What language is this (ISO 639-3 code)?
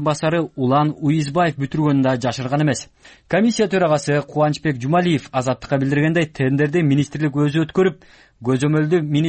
kir